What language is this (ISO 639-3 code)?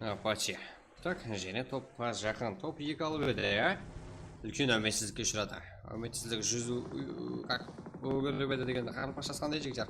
kaa